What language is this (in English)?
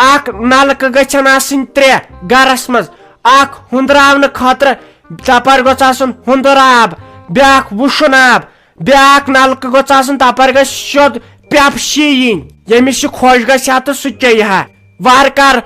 Kashmiri